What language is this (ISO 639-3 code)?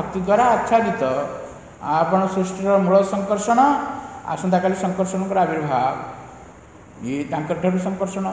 ori